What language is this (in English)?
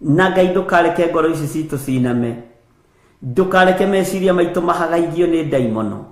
Kikuyu